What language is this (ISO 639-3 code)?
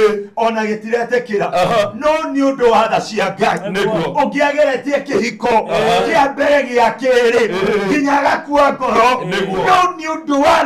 kik